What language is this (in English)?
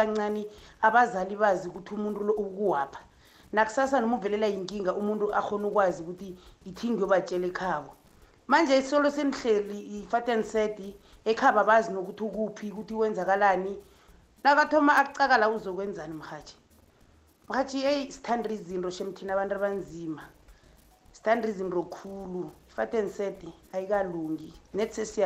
South Ndebele